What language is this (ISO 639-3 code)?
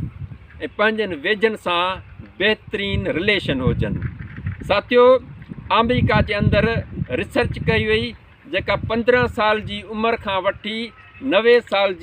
snd